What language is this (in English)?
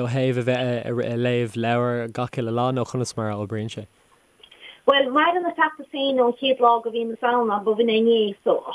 Irish